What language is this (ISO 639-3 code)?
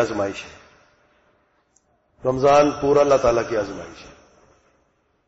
urd